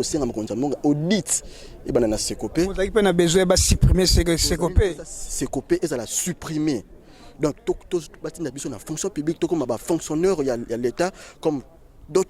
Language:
Lingala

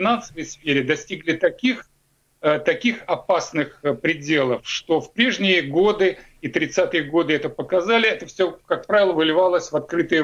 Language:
Russian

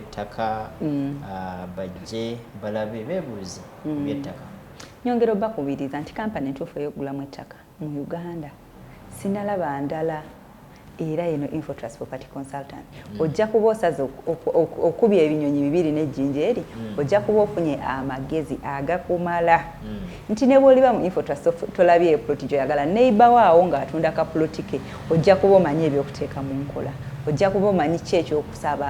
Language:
Ganda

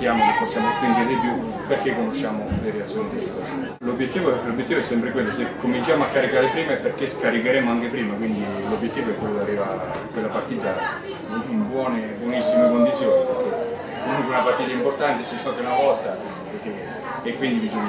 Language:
Italian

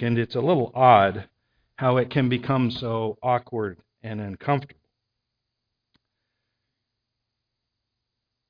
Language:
English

